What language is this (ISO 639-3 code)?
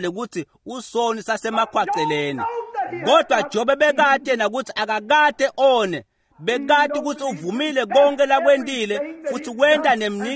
ssw